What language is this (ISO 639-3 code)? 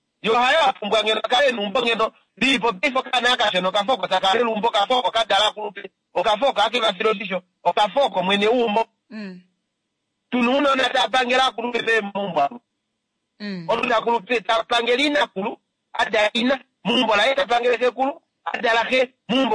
kua